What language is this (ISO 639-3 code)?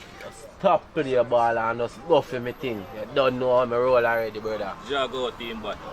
jam